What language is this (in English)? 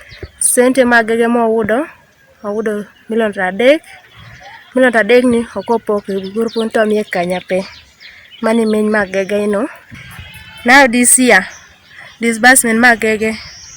Teso